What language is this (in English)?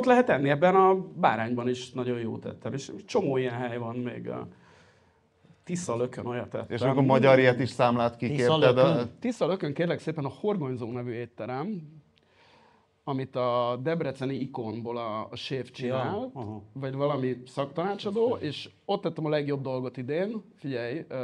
Hungarian